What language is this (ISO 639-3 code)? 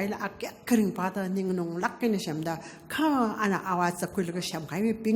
nmf